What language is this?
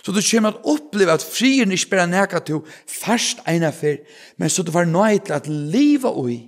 Faroese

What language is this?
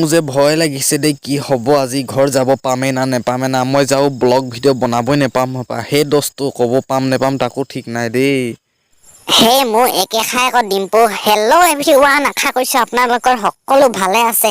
Assamese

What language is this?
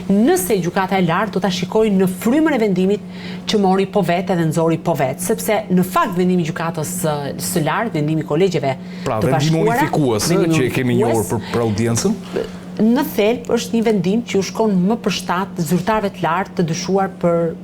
Albanian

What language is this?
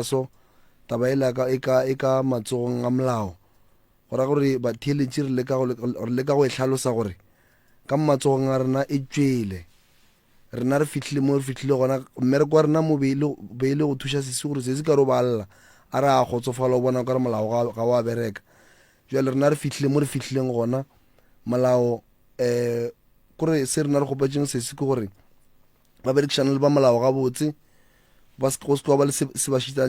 Northern Sotho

